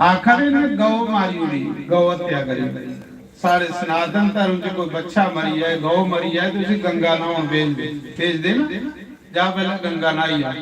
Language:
Dogri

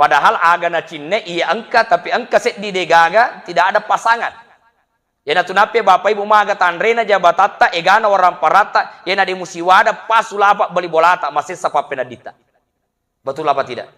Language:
Buginese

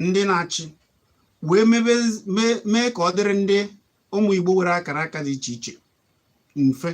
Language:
Igbo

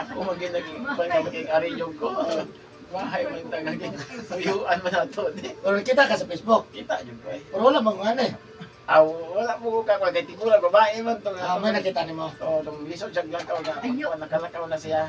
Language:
Cebuano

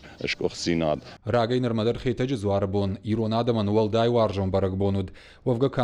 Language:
Ossetic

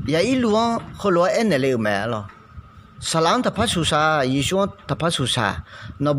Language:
Akha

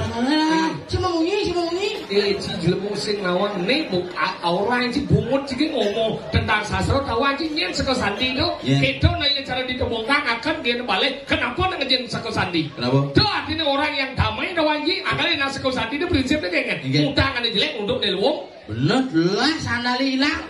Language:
Balinese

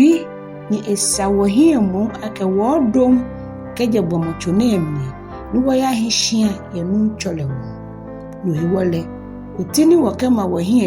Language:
Ga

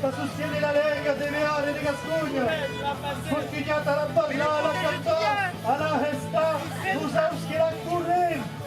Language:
Occitan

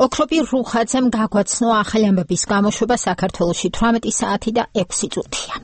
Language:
Georgian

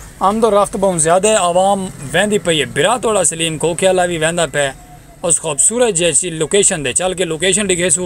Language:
Saraiki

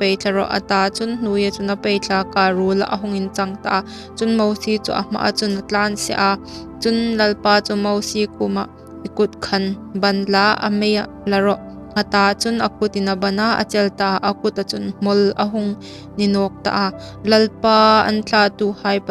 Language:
Hmar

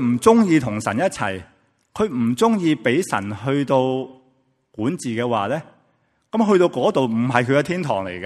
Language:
Cantonese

